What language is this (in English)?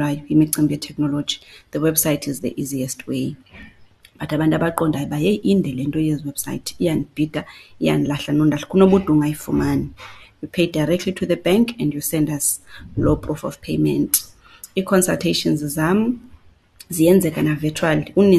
Xhosa